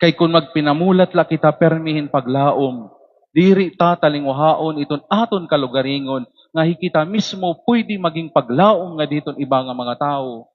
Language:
Waray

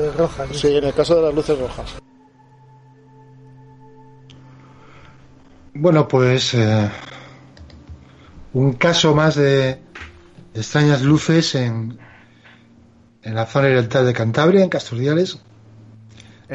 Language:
Spanish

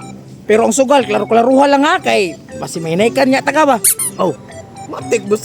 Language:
Cebuano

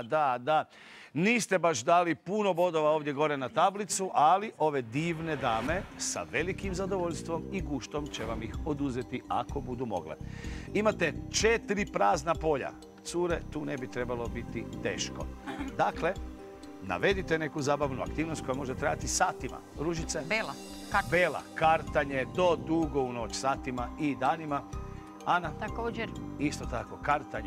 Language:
Croatian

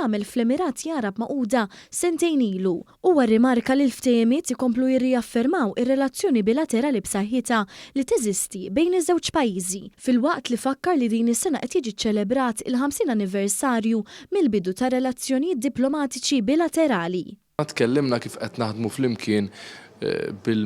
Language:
Maltese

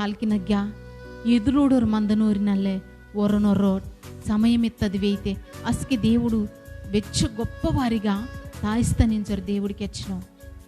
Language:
Koya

